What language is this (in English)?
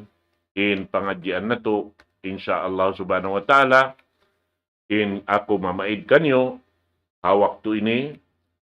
Tausug